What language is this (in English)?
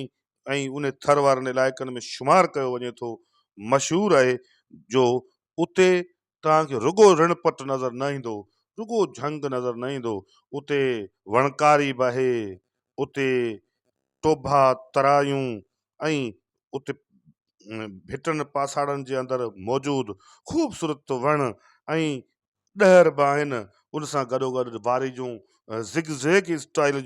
Sindhi